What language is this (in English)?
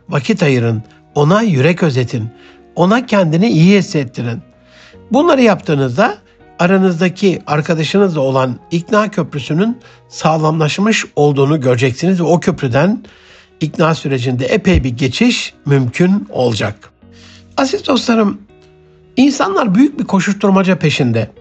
Turkish